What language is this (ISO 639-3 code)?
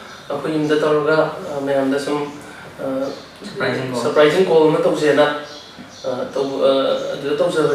mni